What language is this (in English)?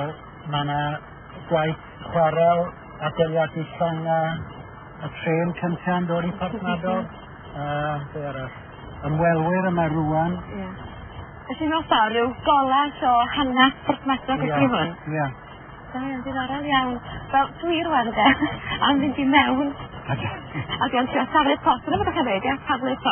Welsh